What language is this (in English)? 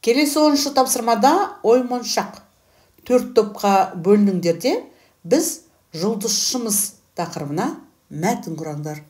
Kazakh